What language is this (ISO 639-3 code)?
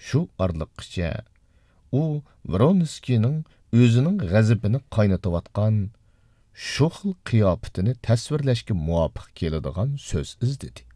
uig